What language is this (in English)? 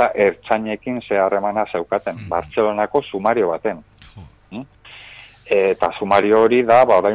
Basque